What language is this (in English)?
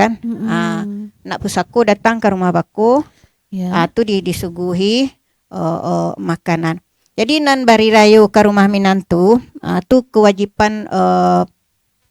Minangkabau